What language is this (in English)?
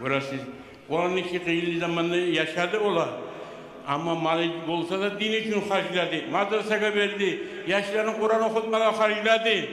Kumyk